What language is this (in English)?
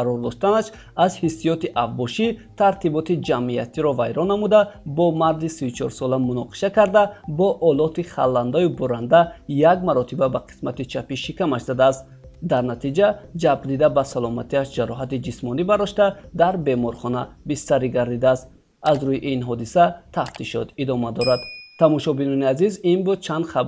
Tajik